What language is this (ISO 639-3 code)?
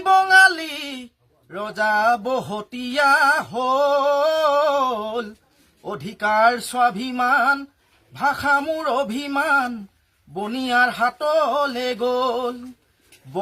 asm